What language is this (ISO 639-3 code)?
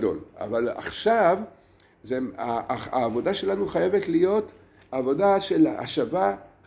heb